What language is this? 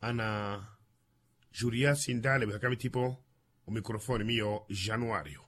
Makhuwa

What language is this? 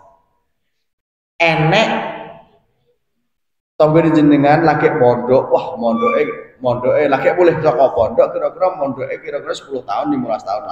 Javanese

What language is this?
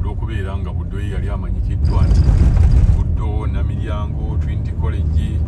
Ganda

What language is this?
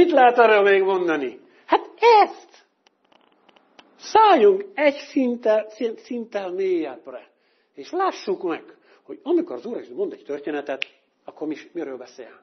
Hungarian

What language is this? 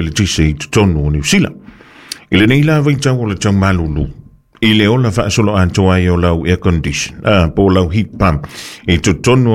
Samoan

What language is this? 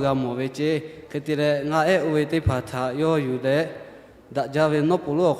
Lahu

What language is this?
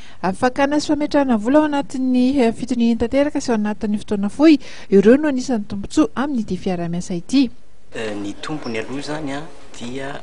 Malagasy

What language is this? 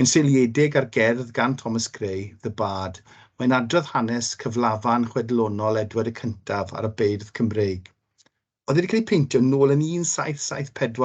Welsh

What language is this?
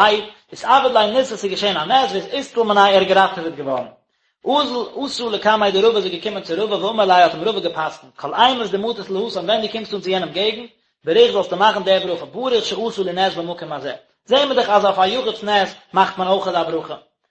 Yiddish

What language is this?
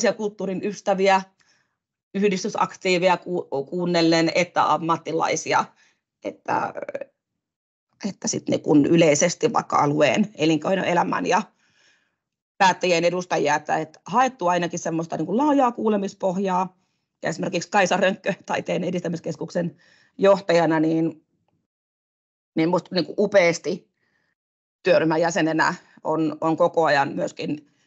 Finnish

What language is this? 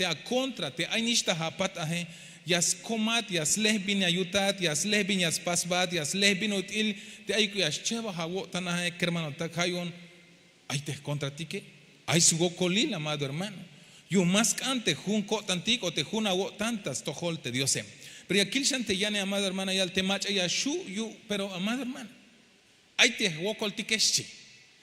Tzeltal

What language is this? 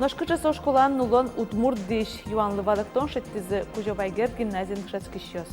Udmurt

